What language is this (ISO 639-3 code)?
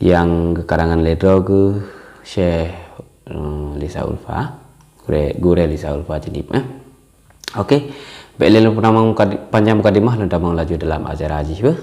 ace